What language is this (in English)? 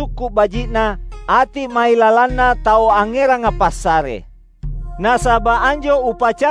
Makasar